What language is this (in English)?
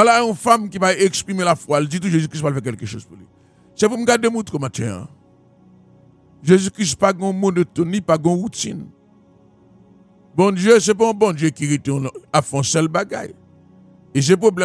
French